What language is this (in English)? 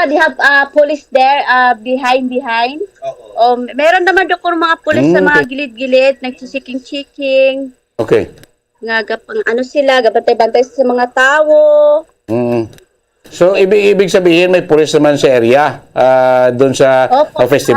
Hiligaynon